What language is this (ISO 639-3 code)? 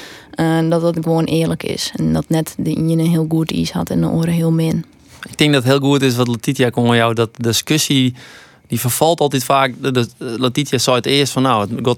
fry